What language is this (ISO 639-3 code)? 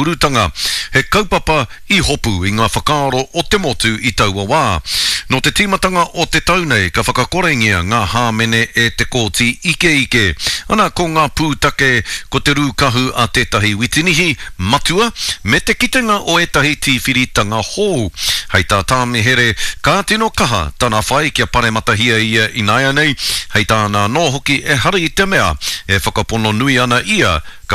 mri